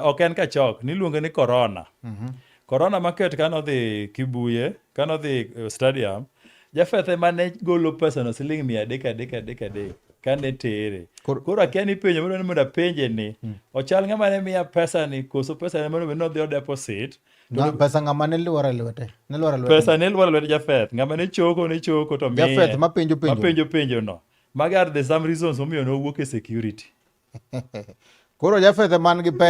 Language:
Luo (Kenya and Tanzania)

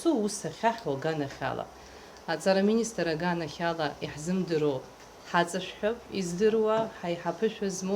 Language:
Abkhazian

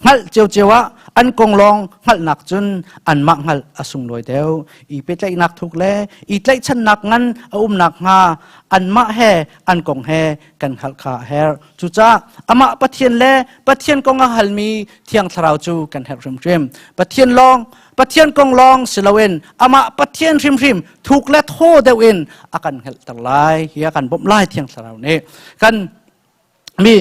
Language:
Hakha Chin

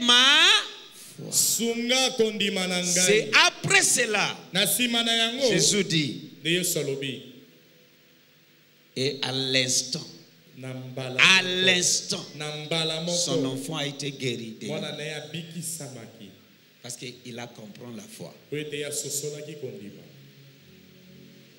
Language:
French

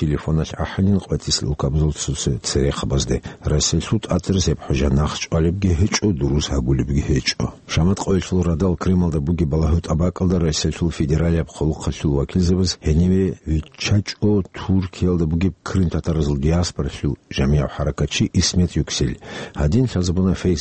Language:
Avaric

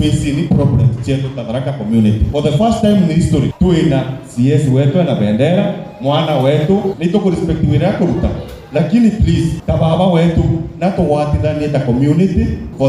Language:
Meru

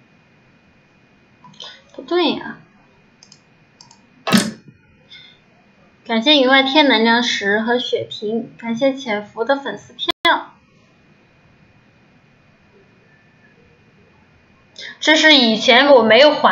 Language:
Chinese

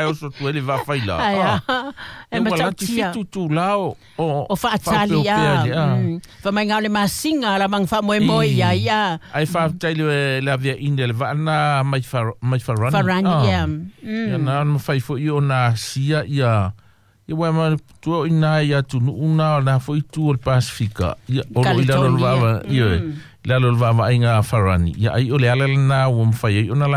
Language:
Samoan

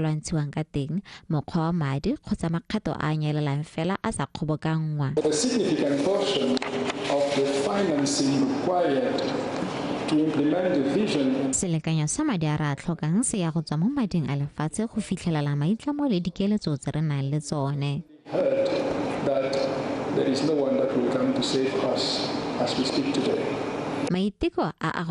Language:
Tswana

